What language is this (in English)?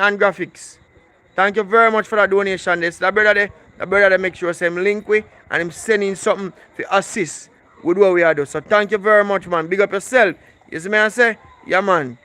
Jamaican Creole English